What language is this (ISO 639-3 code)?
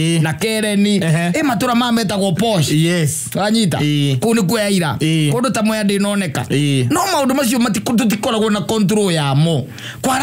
kik